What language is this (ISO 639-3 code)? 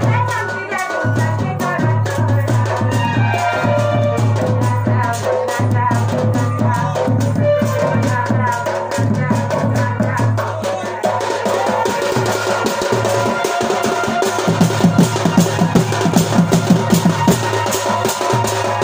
bho